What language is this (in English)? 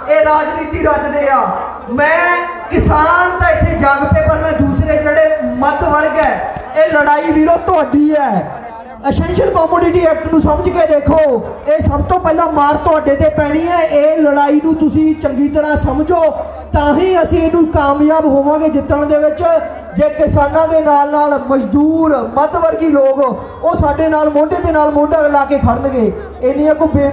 Punjabi